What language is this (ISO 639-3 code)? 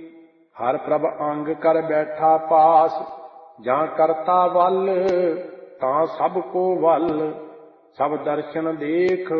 pan